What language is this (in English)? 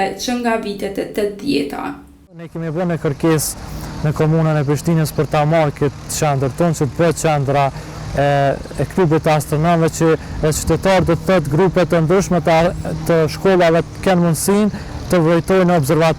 Albanian